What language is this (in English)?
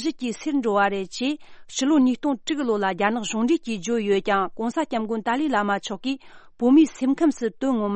Tibetan